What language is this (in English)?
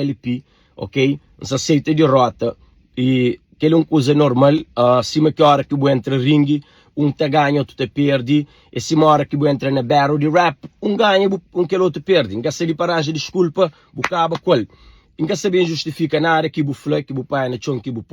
Kabuverdianu